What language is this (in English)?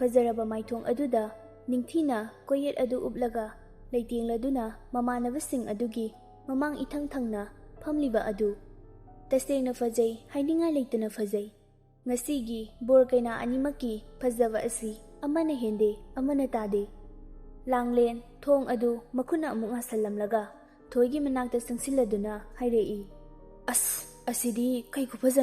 Manipuri